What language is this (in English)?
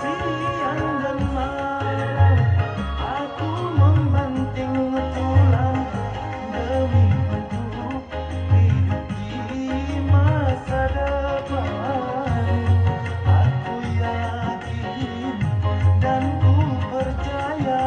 Betawi